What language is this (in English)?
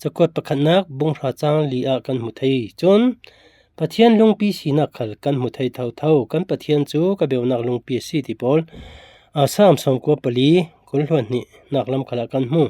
Falam Chin